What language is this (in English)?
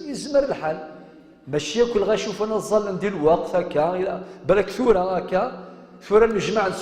Kabyle